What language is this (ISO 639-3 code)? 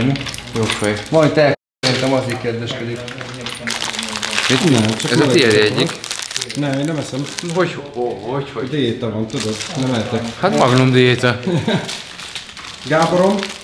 hun